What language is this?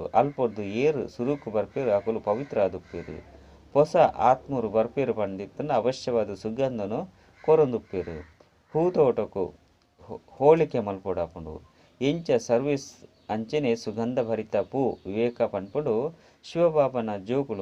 Tulu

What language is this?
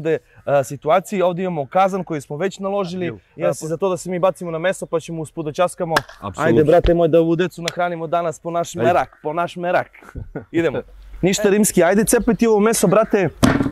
Serbian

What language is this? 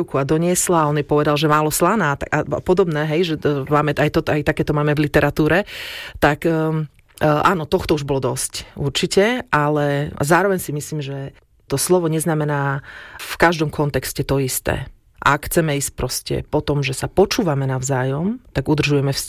Slovak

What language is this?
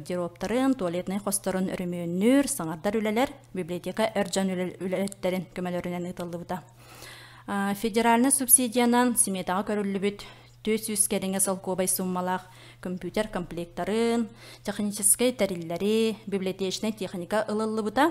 Yakut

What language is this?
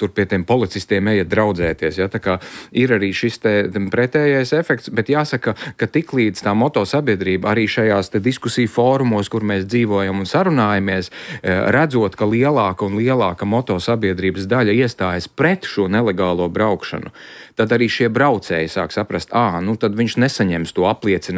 Latvian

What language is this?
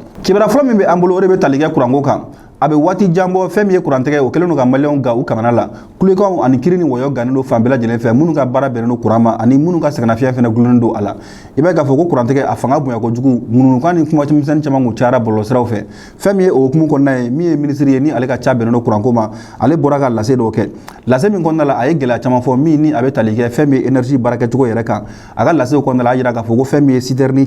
Bambara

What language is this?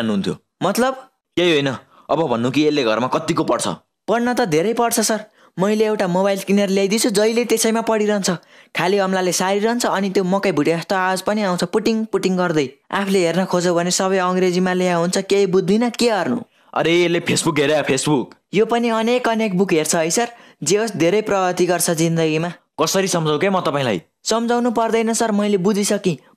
Nepali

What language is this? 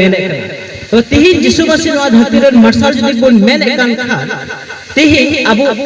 Santali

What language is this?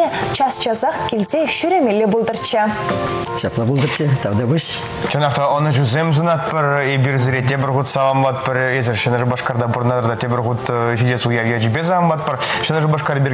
Chuvash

